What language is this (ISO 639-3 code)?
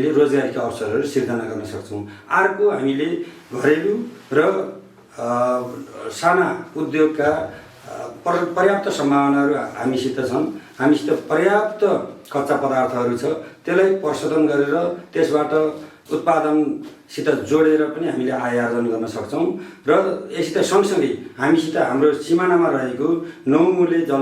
nep